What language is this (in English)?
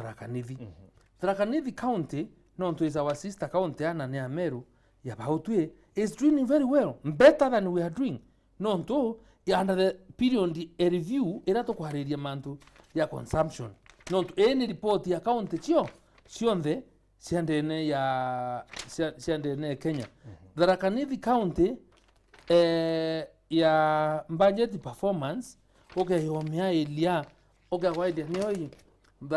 Meru